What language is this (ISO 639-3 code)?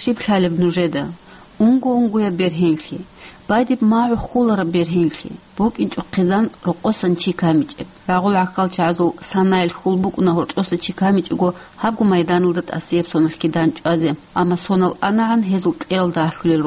ava